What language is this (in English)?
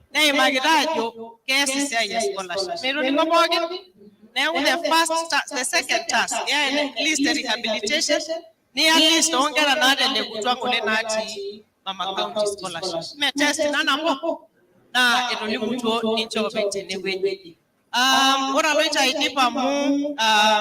Masai